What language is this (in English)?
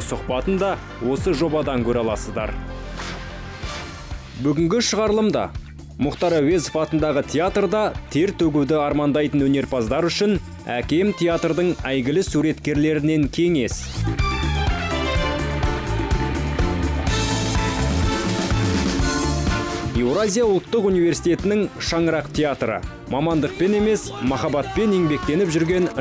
Kazakh